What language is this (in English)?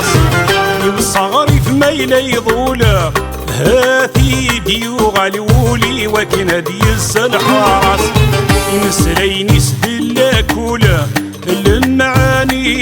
Kabyle